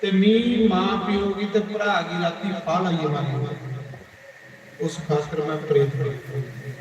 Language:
Dogri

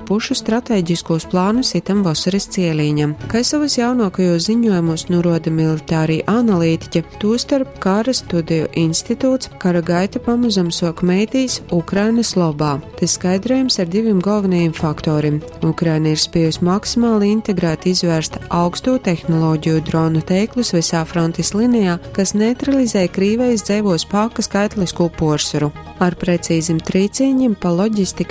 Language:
Latgalian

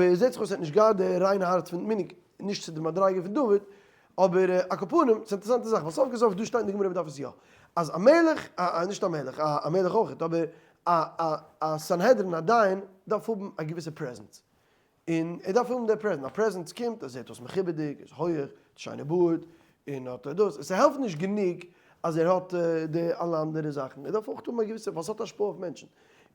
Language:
Yiddish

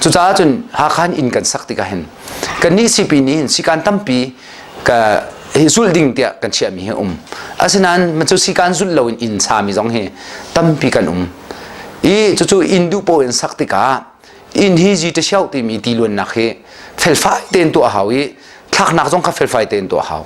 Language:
Hakha Chin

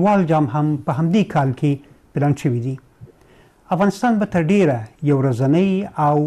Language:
Pashto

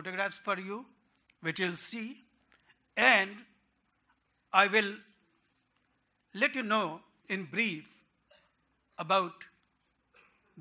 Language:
English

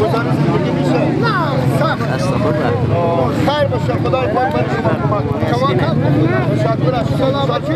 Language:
Persian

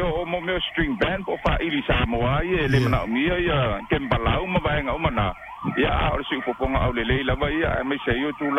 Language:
Samoan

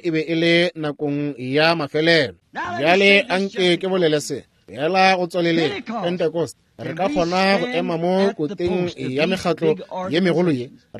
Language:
Northern Sotho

